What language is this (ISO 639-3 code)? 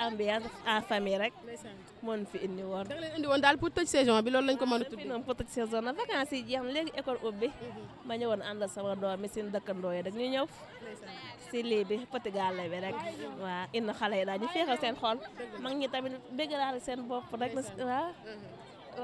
wol